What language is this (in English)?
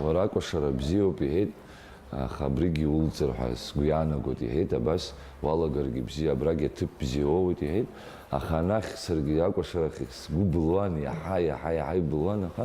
Abkhazian